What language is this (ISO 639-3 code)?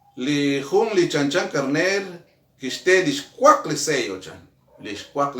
kek